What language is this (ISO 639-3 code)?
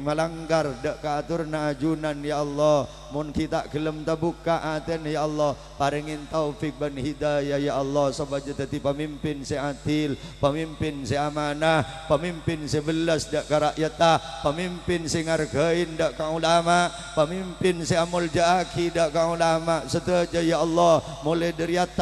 mad